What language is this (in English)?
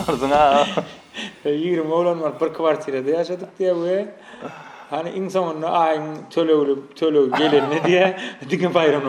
Turkmen